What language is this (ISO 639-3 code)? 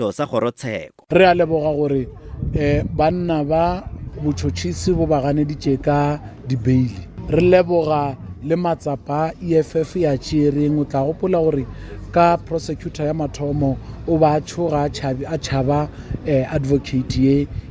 nso